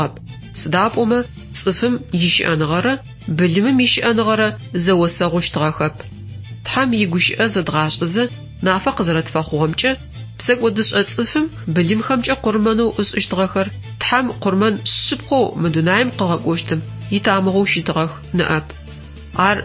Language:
Adyghe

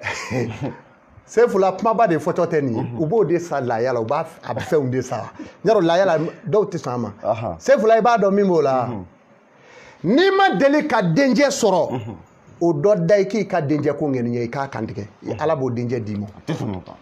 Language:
Bambara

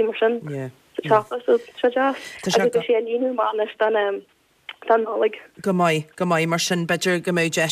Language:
Irish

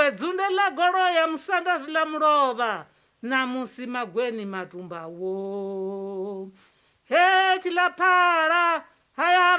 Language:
Venda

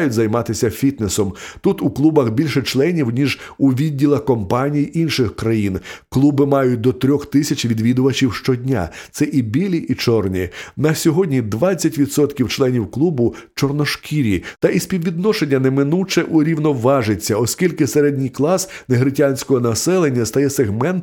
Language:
Ukrainian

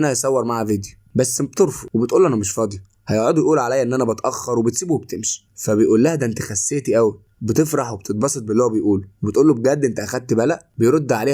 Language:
Egyptian Arabic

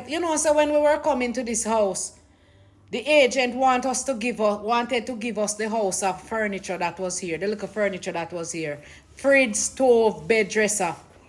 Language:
Jamaican Creole English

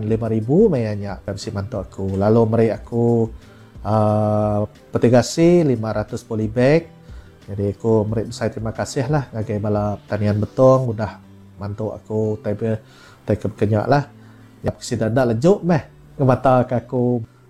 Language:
Iban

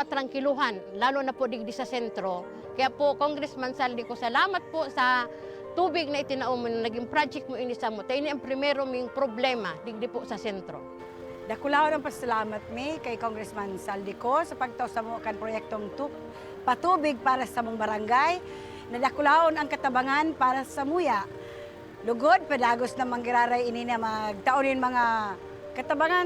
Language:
Bikol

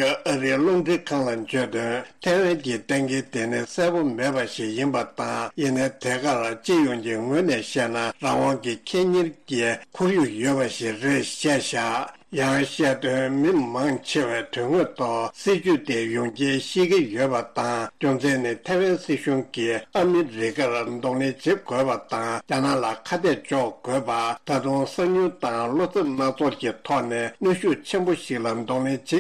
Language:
Tibetan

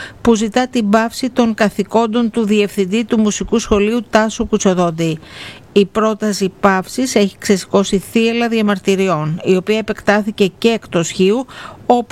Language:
Greek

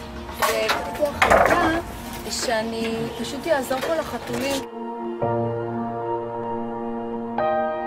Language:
Hebrew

